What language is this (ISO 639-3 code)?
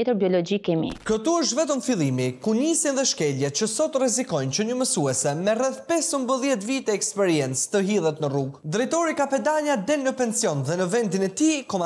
sqi